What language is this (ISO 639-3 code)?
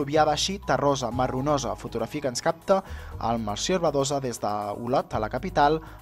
cat